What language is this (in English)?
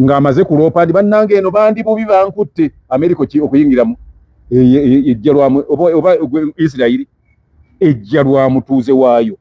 Ganda